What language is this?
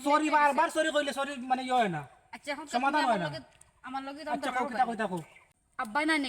Sylheti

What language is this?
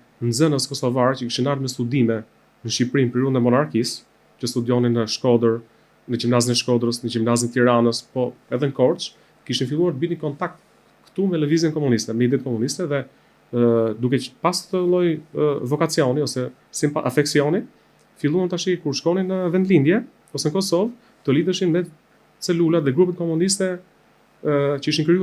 Albanian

